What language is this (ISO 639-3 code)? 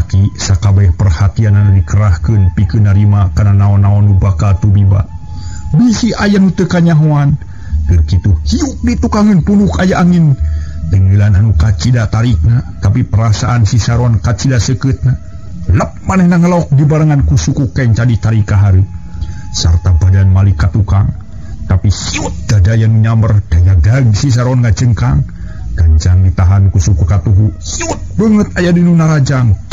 sun